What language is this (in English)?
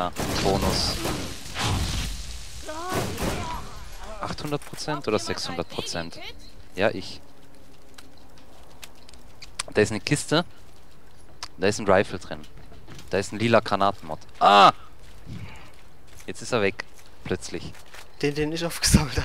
German